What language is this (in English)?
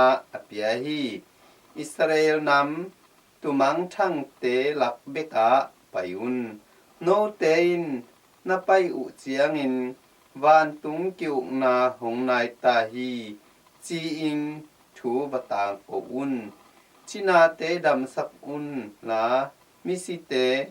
Tedim Chin